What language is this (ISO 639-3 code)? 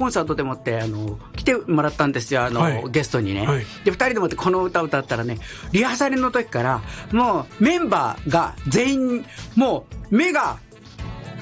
jpn